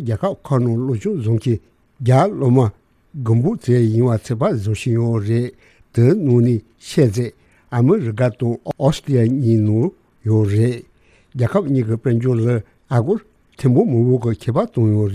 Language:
Tibetan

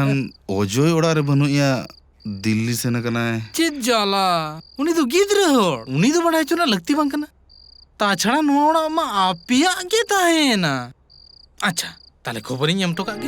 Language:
Santali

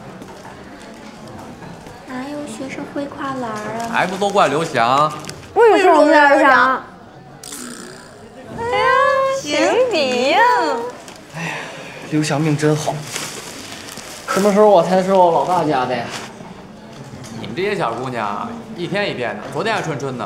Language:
Chinese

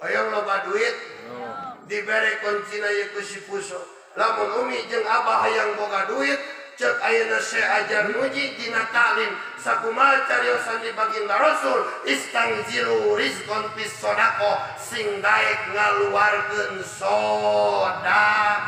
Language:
Sundanese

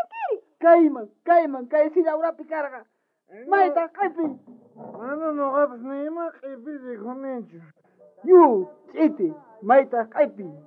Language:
South Bolivian Quechua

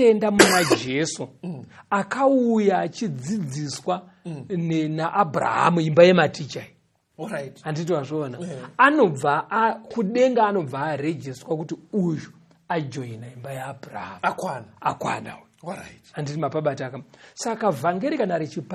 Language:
Shona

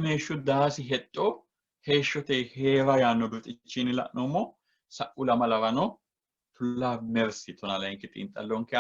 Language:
Sidamo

